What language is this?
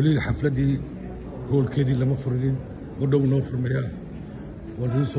Somali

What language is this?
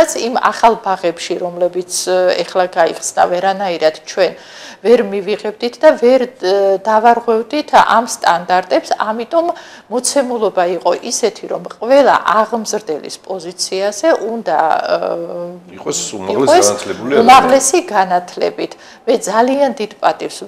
Georgian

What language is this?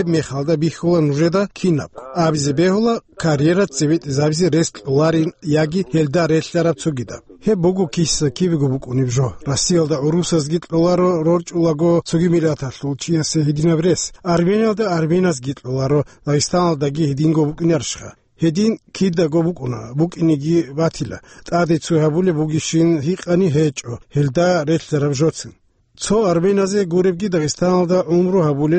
Avaric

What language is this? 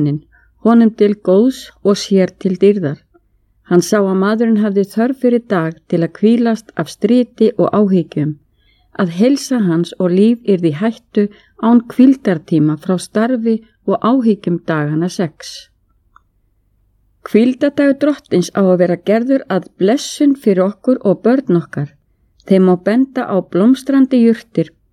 Icelandic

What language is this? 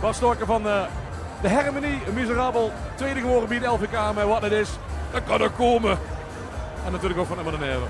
Limburgish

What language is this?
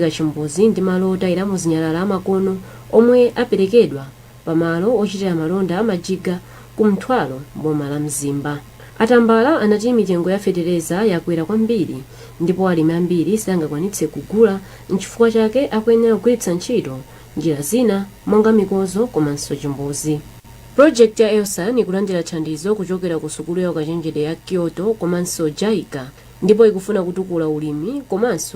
Nyanja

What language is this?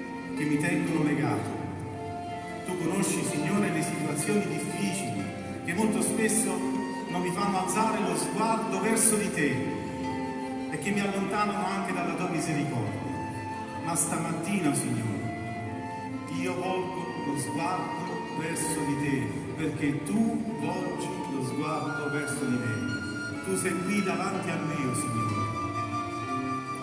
Italian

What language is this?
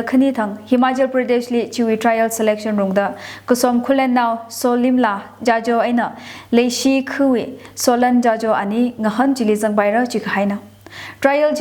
Tangkhul Naga (India)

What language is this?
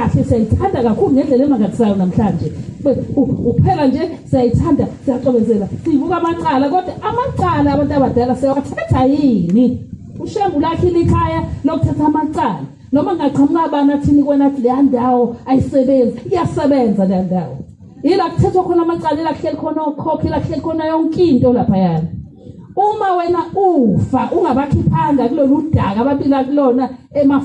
Zulu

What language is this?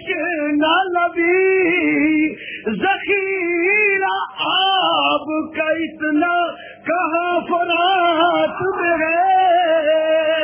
Urdu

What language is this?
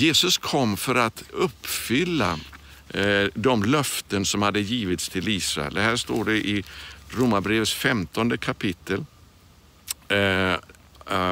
Swedish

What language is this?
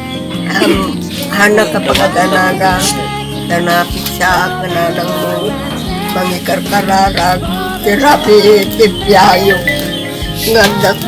Iloko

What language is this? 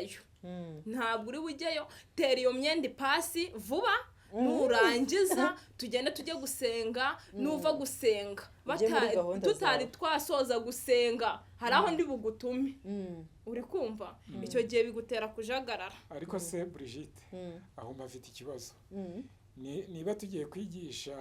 Kinyarwanda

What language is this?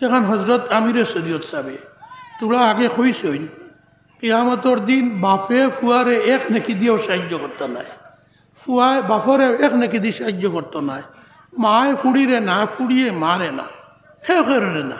Sylheti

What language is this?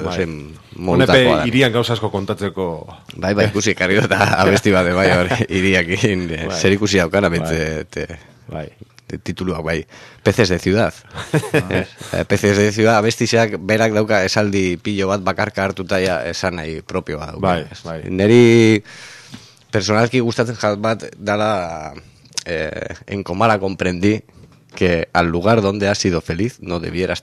Basque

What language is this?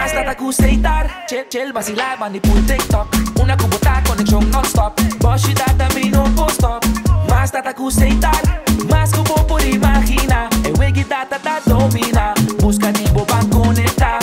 Papiamento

